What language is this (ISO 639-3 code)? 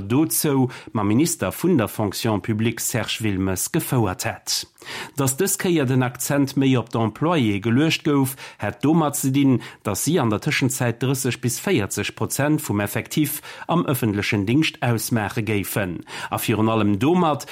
ltz